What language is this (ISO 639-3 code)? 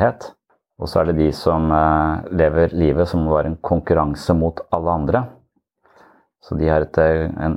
nor